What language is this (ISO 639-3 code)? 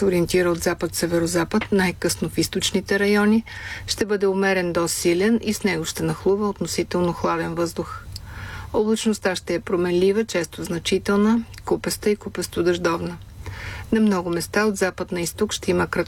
bul